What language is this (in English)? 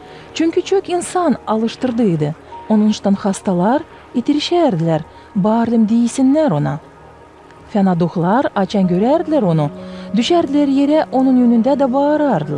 Gagauz